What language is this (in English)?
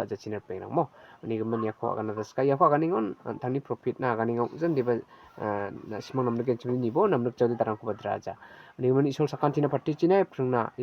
Garo